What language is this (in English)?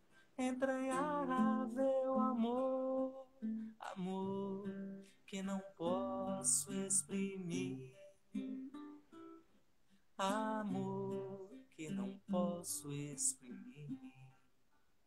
Portuguese